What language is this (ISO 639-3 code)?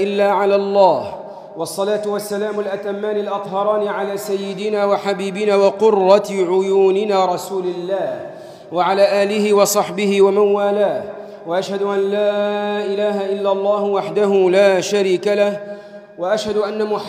ara